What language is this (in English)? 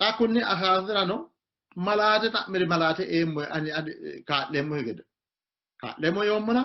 Sidamo